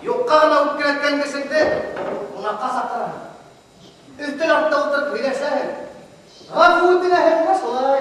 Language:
Bashkir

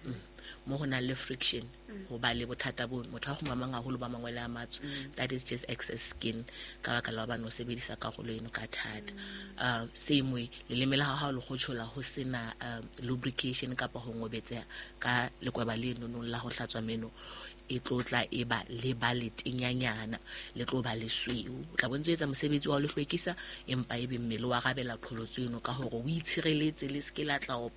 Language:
Southern Sotho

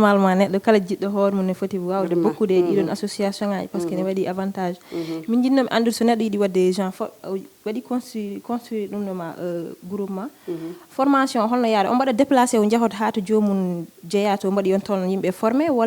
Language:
Fula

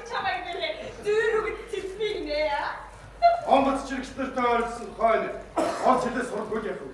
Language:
Mongolian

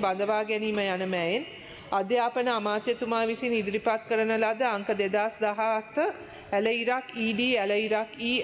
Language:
Sinhala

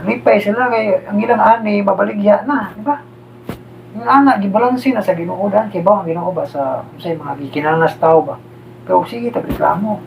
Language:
Cebuano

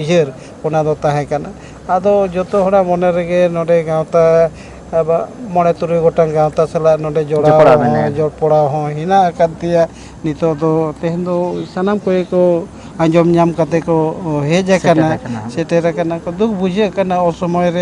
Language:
Santali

